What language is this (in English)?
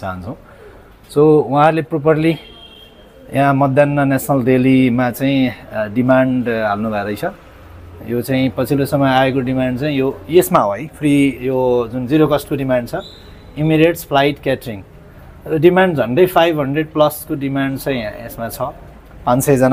Nepali